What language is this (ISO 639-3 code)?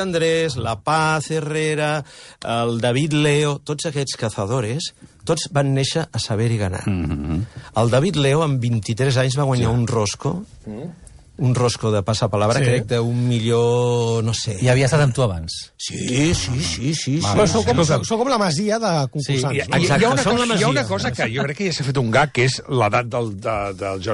cat